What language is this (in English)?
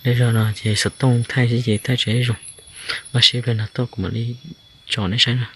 Hmong